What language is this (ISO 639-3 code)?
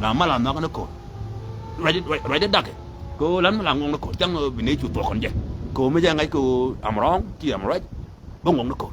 nus